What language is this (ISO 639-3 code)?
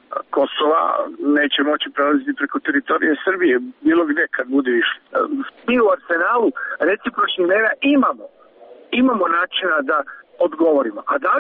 srp